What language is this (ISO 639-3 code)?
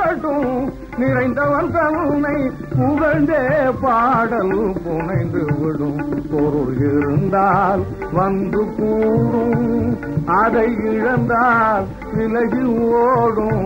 tam